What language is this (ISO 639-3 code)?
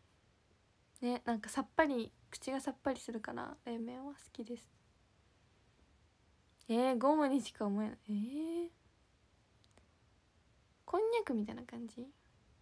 jpn